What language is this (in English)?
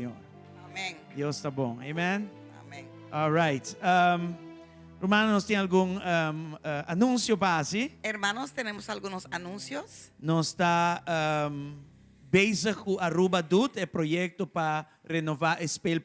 Papiamento